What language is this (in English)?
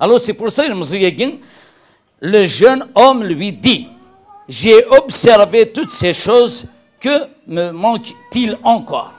Kabyle